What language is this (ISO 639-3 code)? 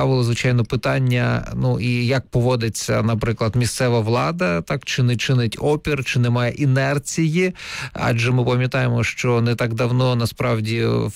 ukr